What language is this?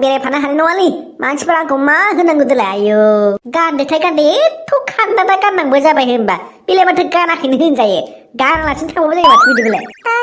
Bodo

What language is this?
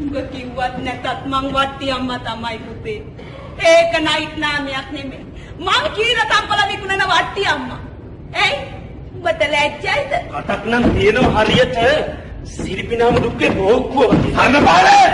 Sinhala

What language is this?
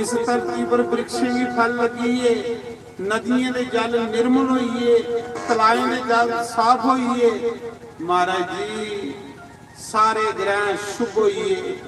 Dogri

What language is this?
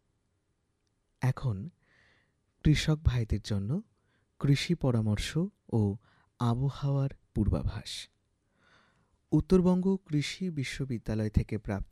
Bangla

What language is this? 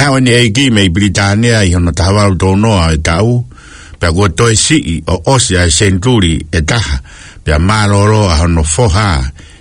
Tongan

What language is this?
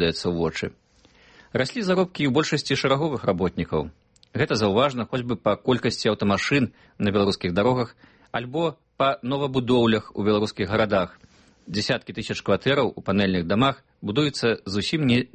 Belarusian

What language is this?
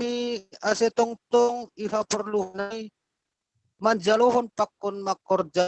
Batak Simalungun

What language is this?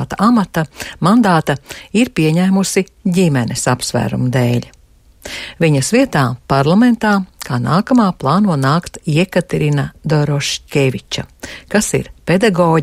Latvian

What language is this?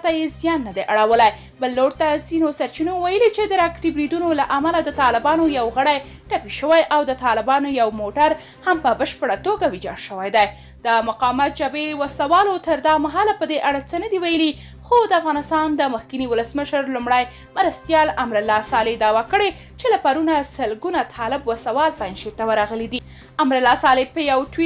Pashto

